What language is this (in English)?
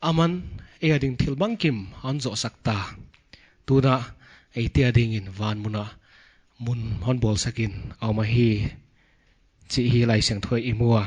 Paite Chin